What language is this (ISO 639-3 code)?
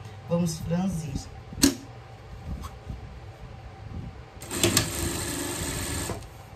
por